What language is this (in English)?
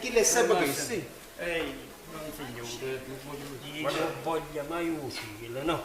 Neapolitan